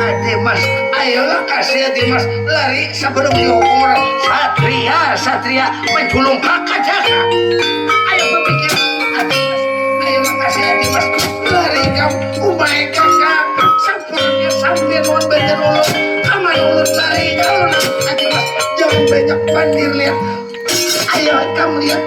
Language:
Banjar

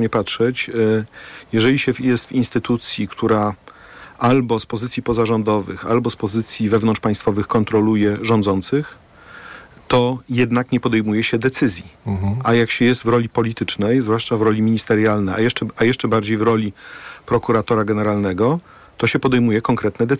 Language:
Polish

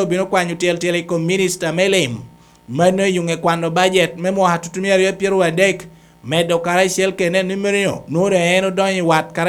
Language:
Lango (Uganda)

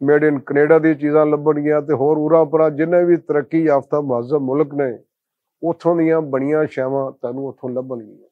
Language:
Western Panjabi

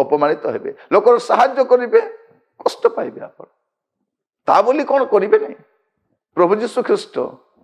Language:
Odia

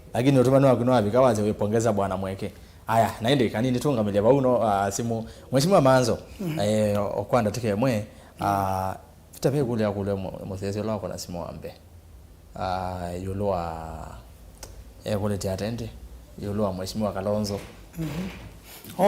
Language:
Kamba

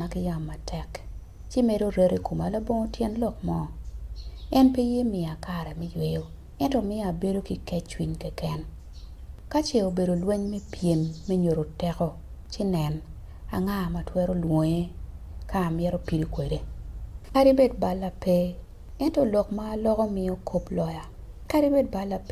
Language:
Acoli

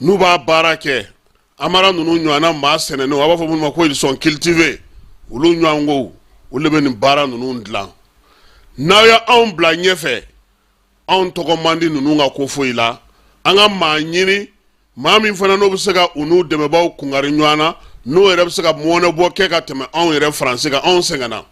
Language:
Bambara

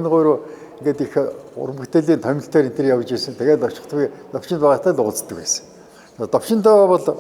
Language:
Mongolian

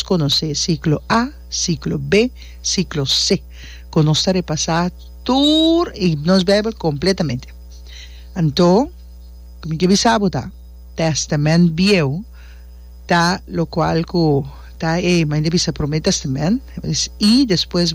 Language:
Papiamento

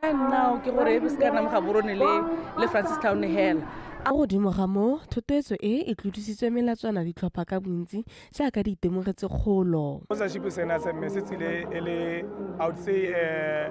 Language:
Tswana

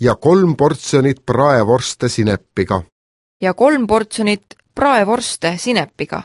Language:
Estonian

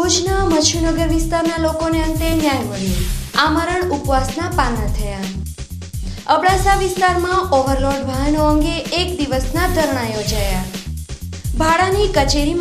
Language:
Gujarati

